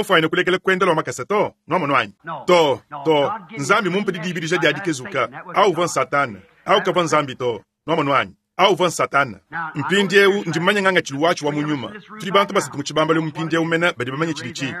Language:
Luba-Lulua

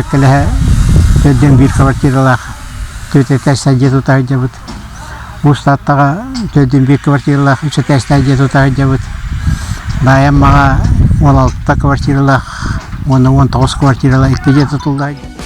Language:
Yakut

